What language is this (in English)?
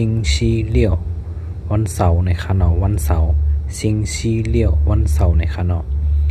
Shan